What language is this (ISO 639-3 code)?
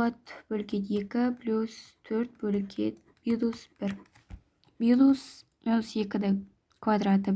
kaz